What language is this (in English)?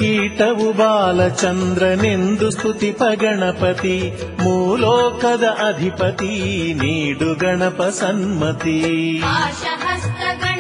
Kannada